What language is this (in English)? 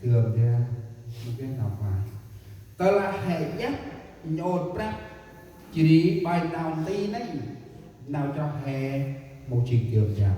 Central Mnong